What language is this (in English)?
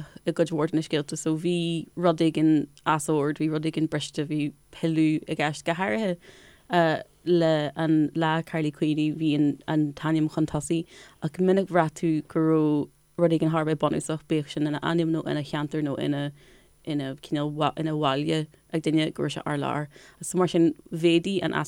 Irish